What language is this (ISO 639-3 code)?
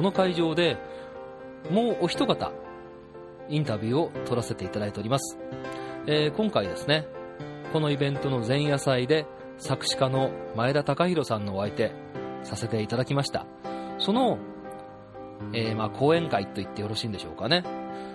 jpn